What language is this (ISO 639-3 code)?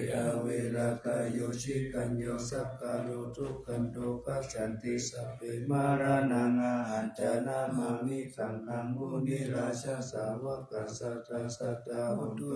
pli